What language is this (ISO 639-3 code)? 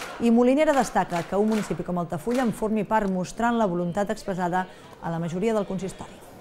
cat